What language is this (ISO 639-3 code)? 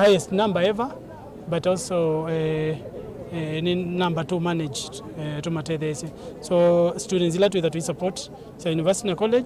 kam